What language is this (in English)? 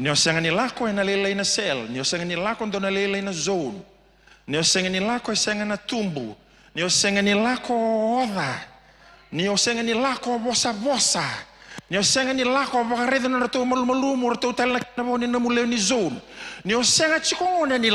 Fijian